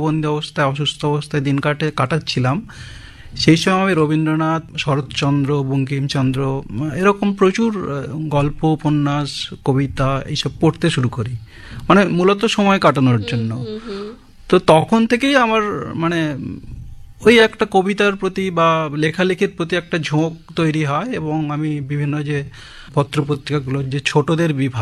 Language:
Bangla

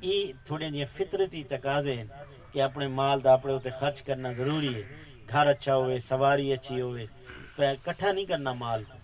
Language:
Saraiki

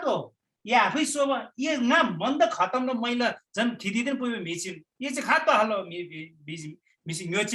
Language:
Eastern Tamang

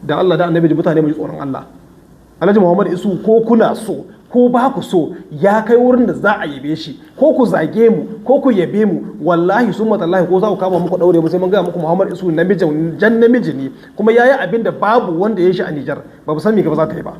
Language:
Hausa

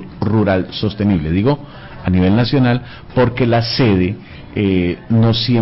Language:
Spanish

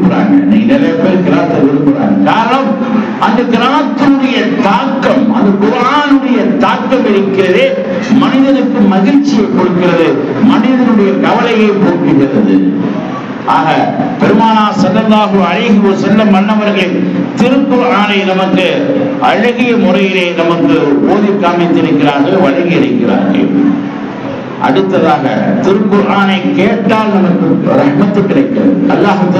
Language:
Tamil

